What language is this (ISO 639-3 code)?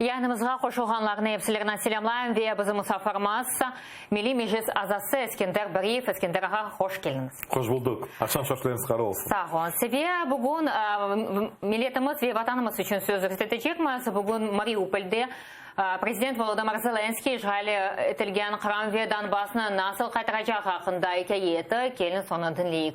crh